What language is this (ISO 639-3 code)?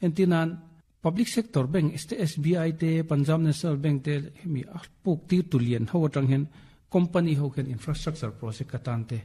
lus